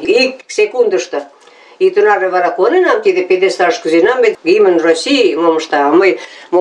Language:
Mari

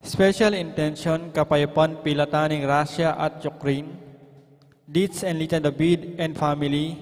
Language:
Pampanga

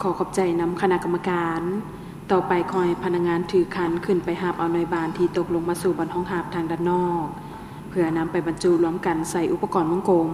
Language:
Lao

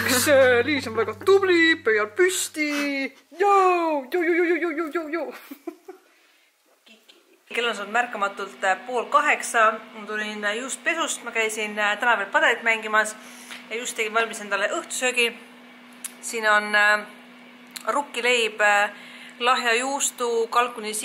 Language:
Estonian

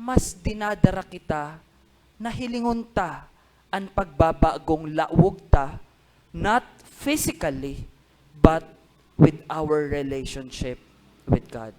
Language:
Bikol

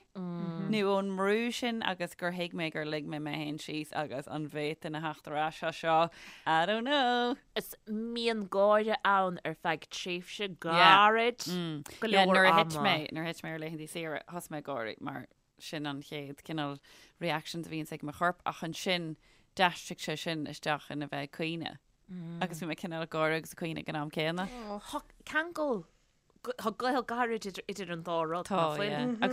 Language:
Irish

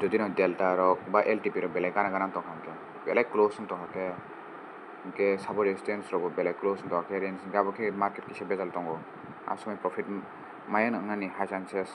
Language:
Kok Borok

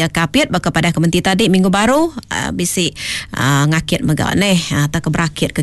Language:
Iban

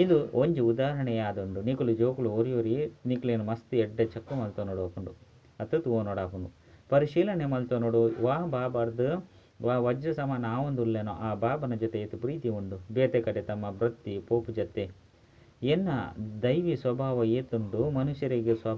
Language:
Tulu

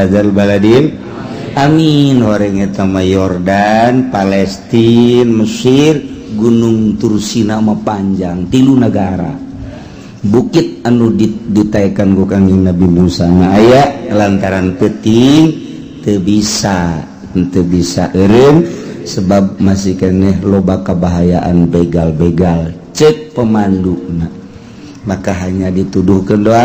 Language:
Sundanese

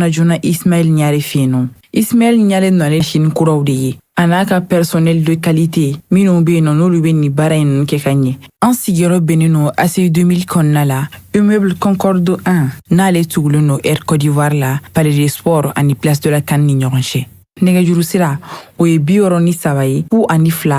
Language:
Bambara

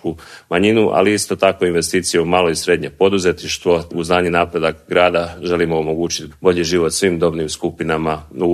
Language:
Croatian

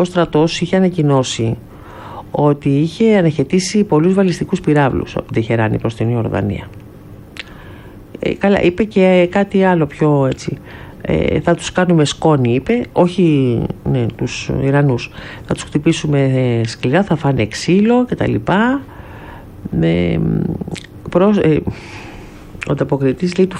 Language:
Greek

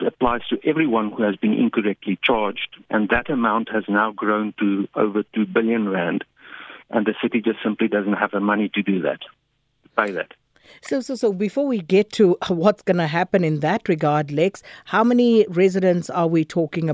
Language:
English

